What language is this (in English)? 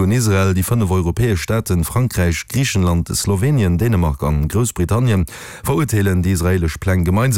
Luxembourgish